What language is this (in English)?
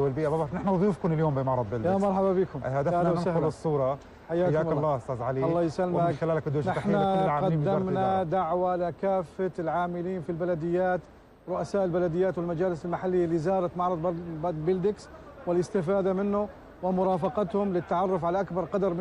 North Levantine Arabic